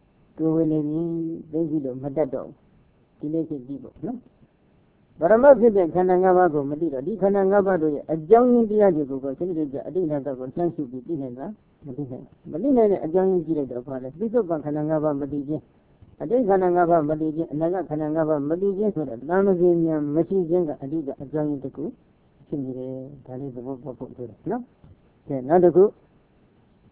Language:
Burmese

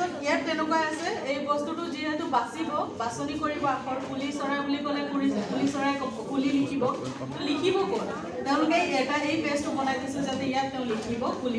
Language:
Assamese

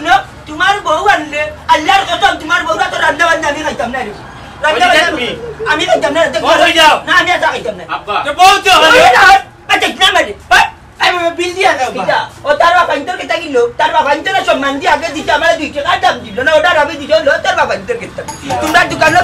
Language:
Sylheti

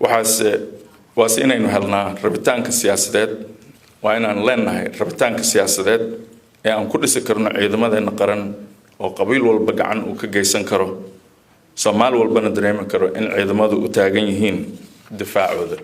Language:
Somali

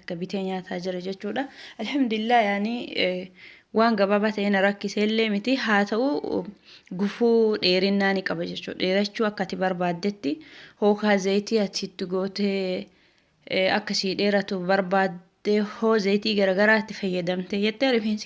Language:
Oromo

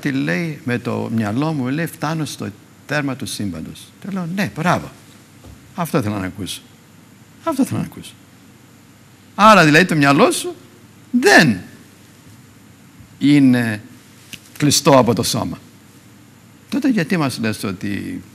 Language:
Greek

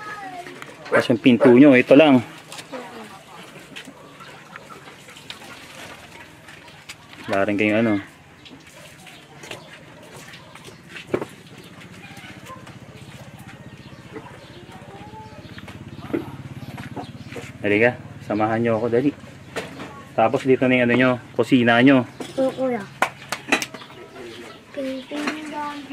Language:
Filipino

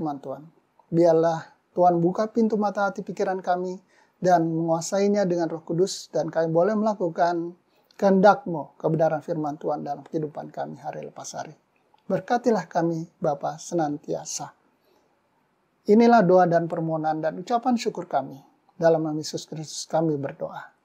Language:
Indonesian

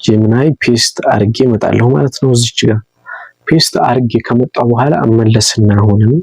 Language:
Amharic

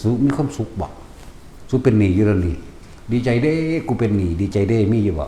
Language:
Northeastern Thai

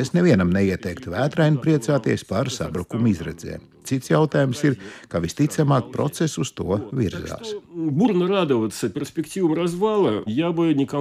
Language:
Latvian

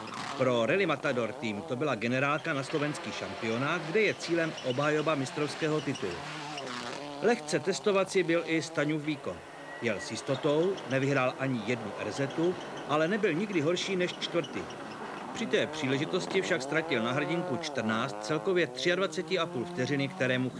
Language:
Czech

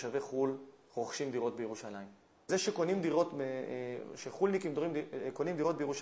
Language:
Hebrew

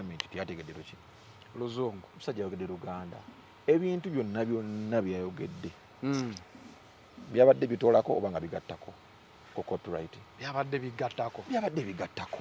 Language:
Ganda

